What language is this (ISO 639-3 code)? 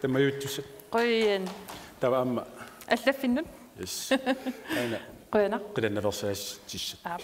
kal